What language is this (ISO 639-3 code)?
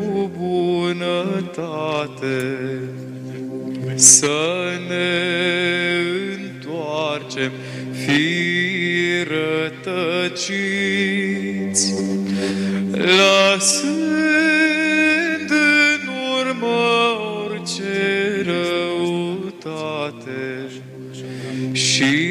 ron